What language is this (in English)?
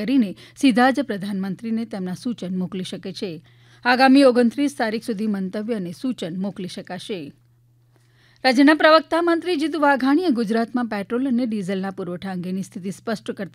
Gujarati